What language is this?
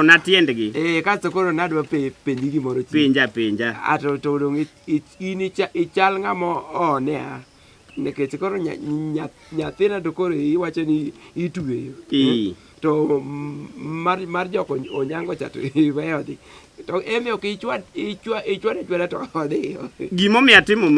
Luo (Kenya and Tanzania)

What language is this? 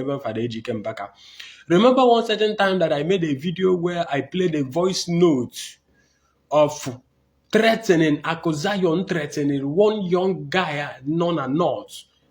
Igbo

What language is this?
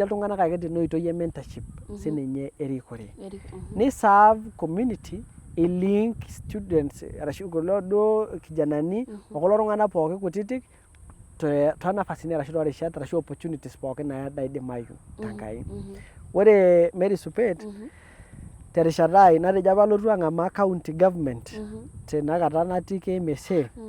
Masai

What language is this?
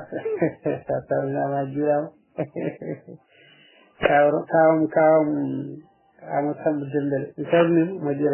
Fula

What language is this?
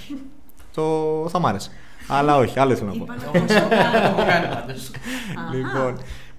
Greek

